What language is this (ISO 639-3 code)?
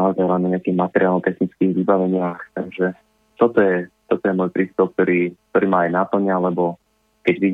slk